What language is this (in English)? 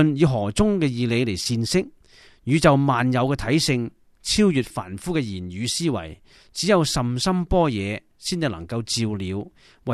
Cantonese